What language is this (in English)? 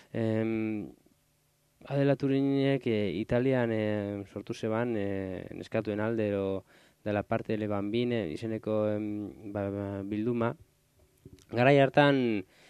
Basque